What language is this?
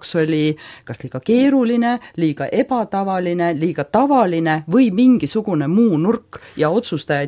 Estonian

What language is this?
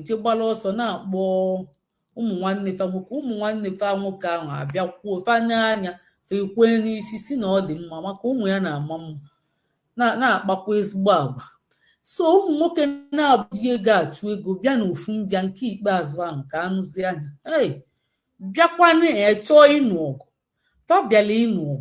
Igbo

